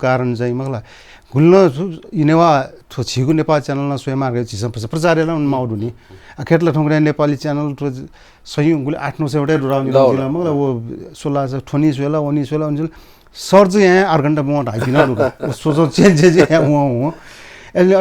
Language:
Newari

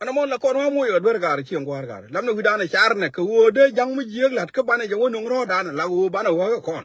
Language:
Nuer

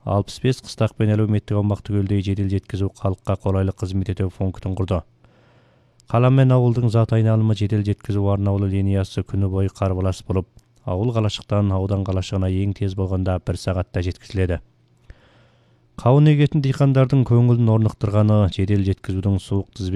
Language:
Kazakh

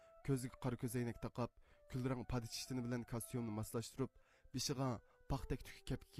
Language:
Uyghur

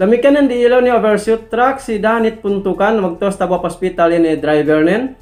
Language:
Yakan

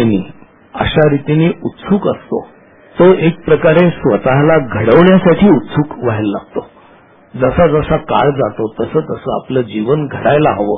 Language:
Marathi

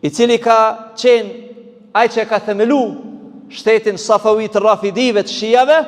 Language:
Albanian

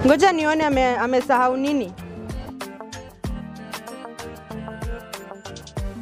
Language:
Swahili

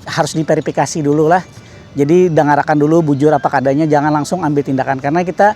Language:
Banjar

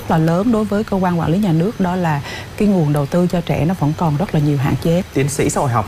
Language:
Vietnamese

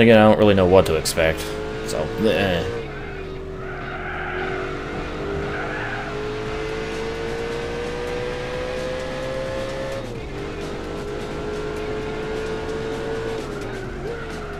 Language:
English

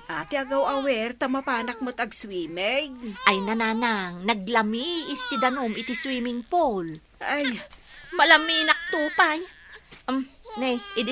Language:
Iloko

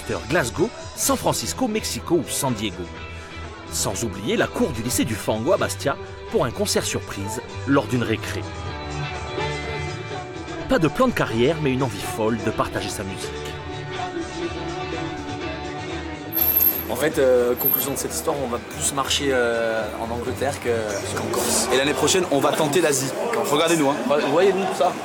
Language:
French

